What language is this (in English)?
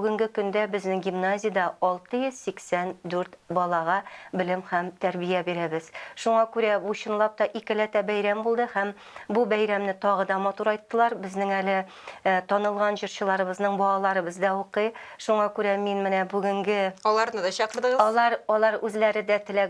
Tatar